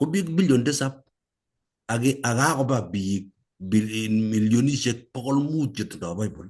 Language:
Kalenjin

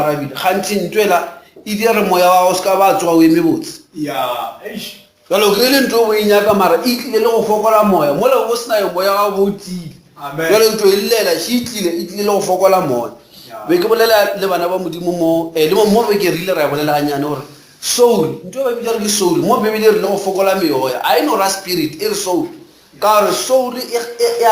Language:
Northern Sotho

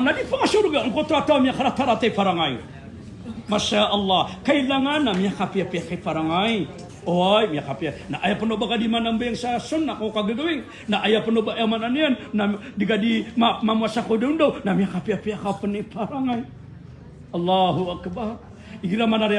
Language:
Maranao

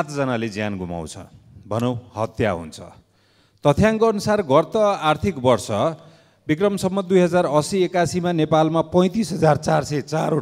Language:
Nepali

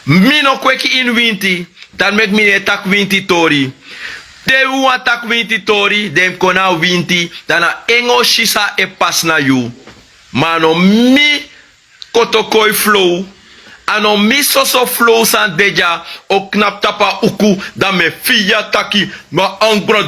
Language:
Sranan Tongo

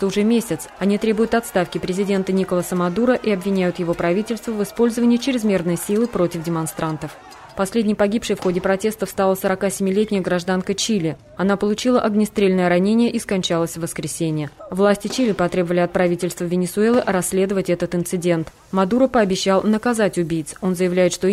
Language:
Russian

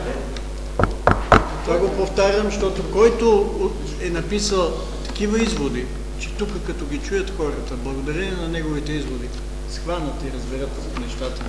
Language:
Bulgarian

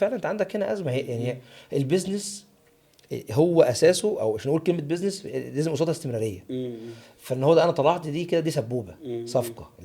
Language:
Egyptian Arabic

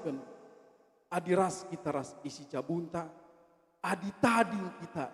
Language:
Batak Karo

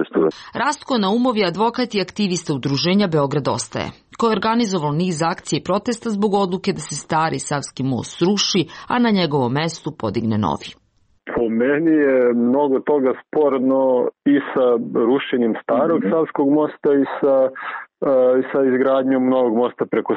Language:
Serbian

